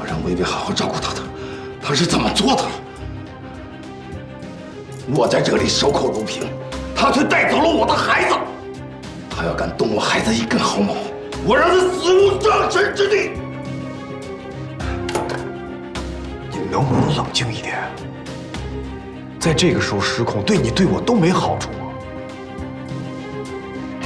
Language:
Chinese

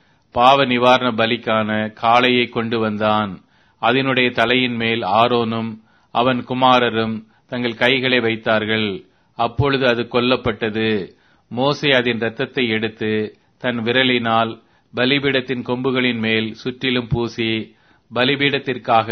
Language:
Tamil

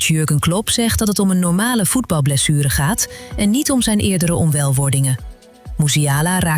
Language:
Dutch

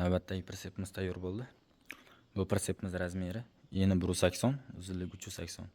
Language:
Uzbek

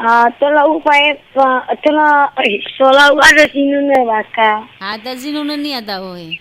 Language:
Nias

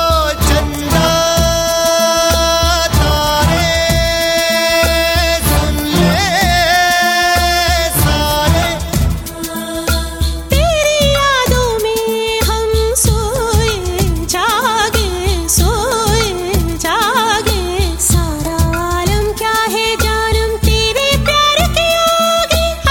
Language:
Hindi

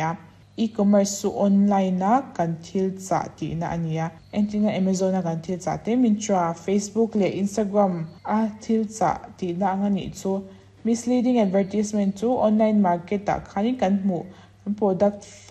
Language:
Mizo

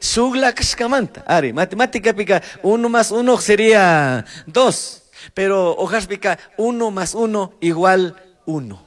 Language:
Chimborazo Highland Quichua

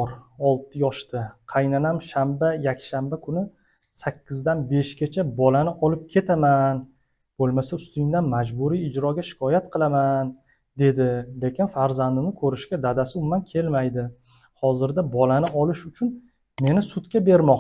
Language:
Uzbek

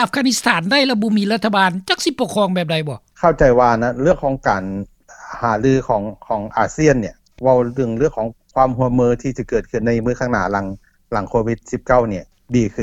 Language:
Lao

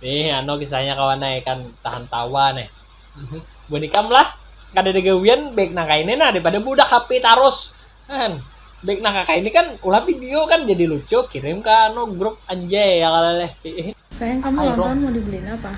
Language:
Banjar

